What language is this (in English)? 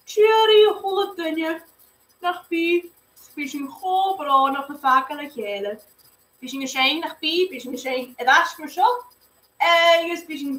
Scottish Gaelic